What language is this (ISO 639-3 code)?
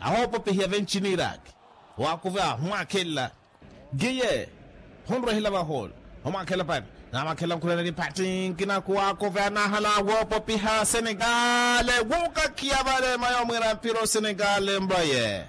vmw